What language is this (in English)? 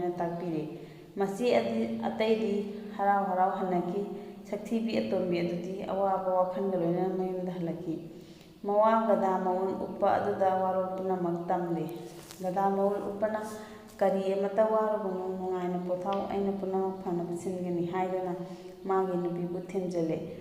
Manipuri